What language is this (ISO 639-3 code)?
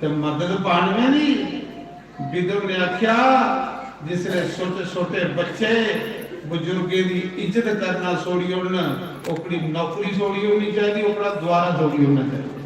doi